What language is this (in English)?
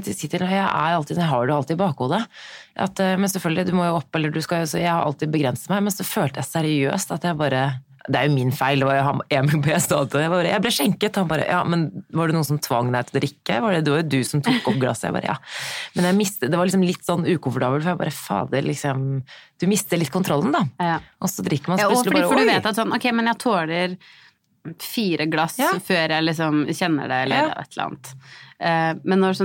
Norwegian